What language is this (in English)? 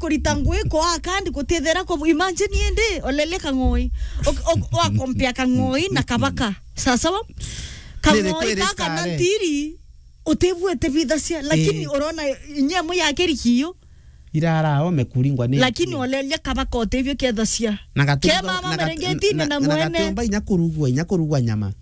Meru